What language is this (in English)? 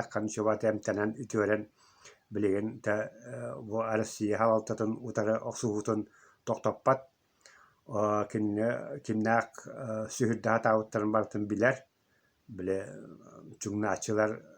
Yakut